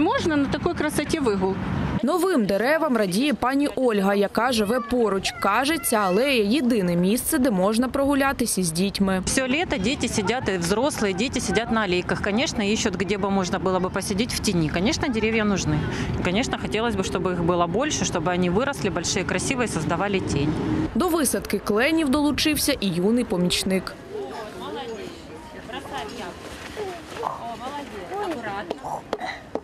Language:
Ukrainian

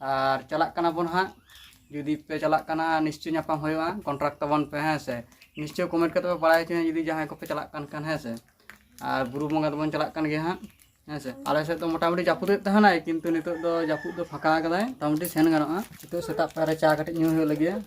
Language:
Santali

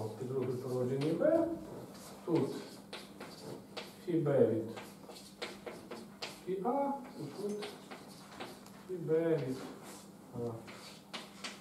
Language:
Ukrainian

